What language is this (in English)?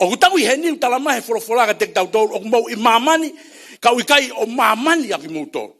Tongan